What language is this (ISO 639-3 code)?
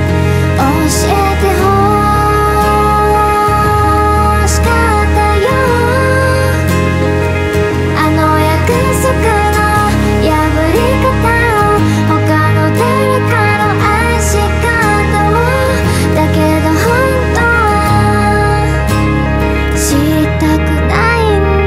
jpn